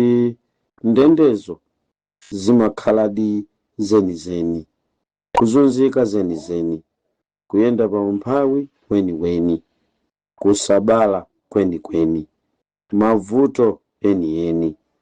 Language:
Nyanja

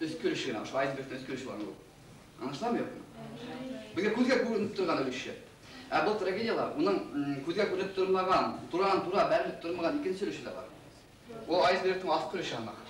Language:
Bashkir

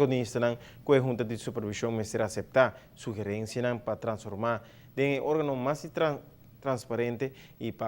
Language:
Papiamento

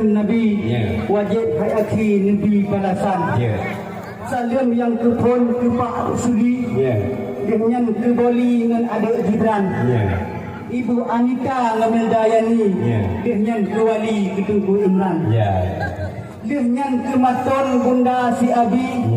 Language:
Achinese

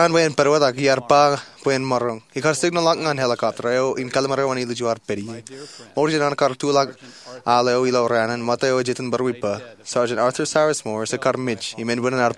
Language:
Marshallese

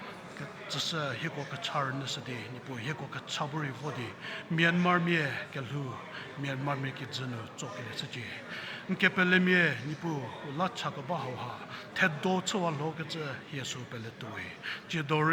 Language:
Angami Naga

